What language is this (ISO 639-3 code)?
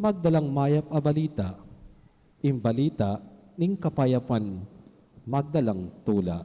pam